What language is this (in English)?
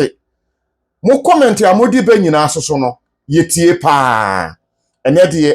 Akan